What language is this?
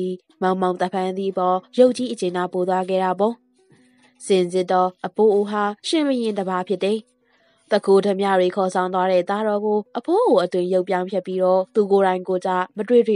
Burmese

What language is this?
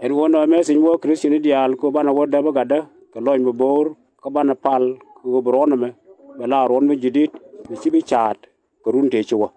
Nuer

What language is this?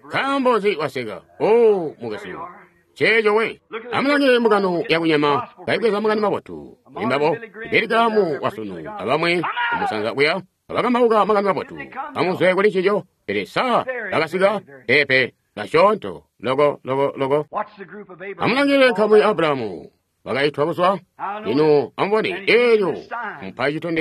Tonga (Zambia)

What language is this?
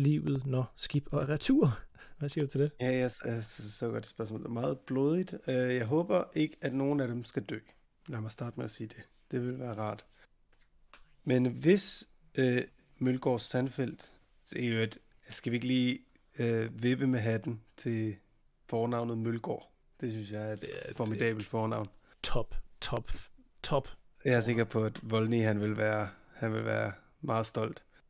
Danish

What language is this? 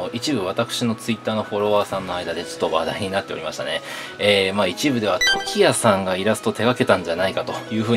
Japanese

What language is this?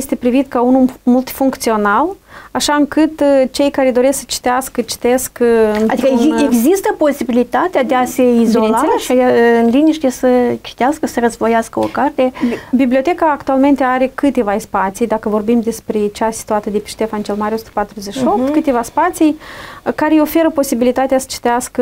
Romanian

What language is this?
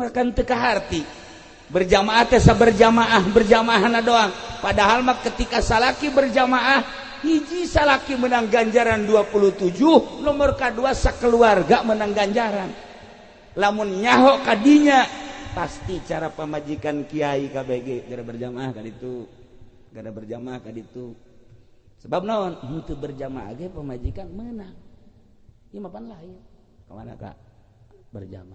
Sundanese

